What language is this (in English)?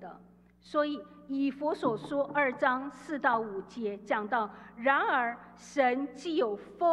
Chinese